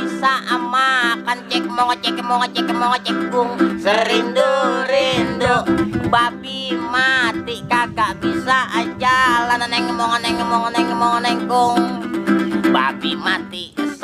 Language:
Betawi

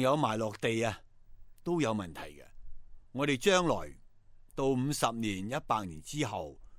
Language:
Cantonese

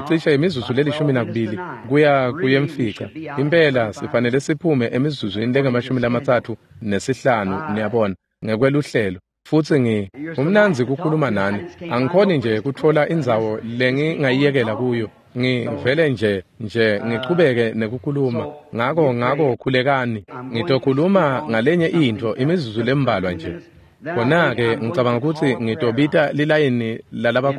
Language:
Swati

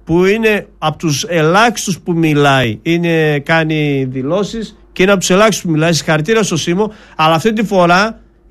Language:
Greek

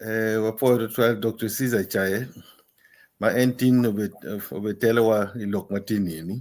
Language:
Acoli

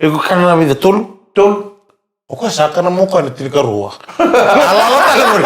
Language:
Fijian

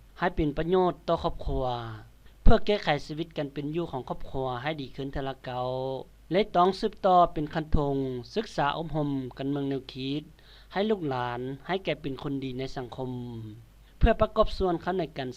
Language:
Lao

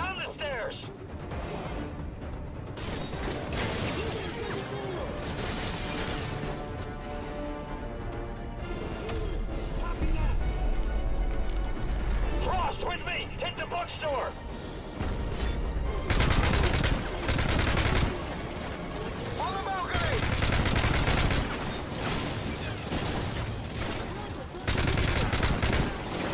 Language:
English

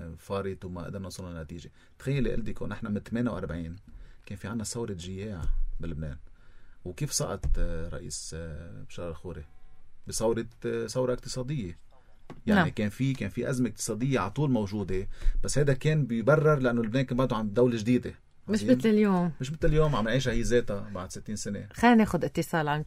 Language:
North Levantine Arabic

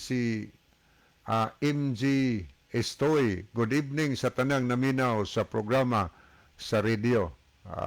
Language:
Cebuano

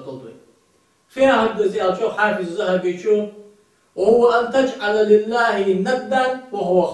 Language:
Ingush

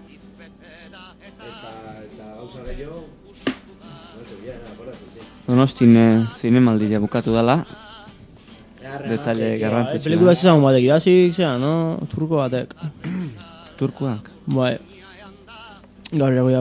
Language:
Basque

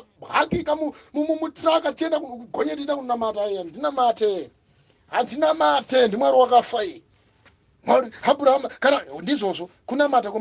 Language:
Shona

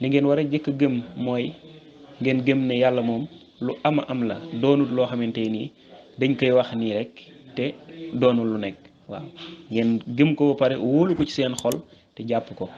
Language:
Wolof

